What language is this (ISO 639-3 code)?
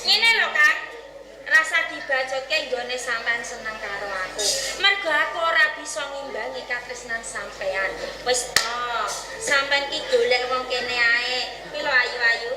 jav